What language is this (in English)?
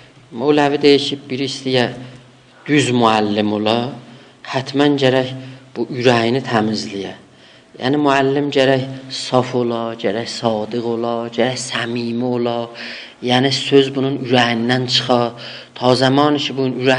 South Azerbaijani